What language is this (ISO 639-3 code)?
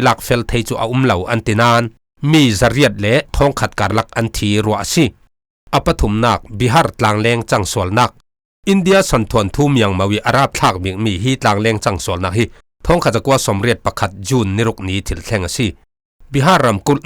cfm